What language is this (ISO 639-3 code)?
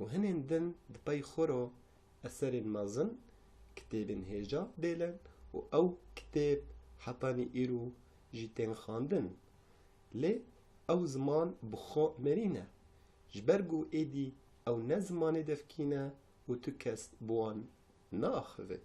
kur